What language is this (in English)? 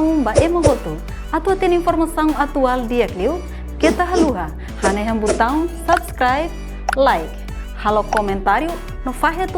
Tetum